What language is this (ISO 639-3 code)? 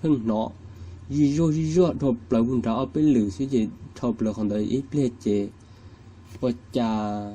hmn